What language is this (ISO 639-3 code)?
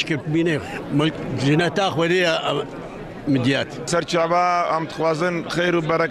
kur